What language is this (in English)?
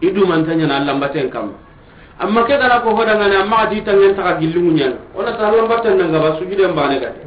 Soninke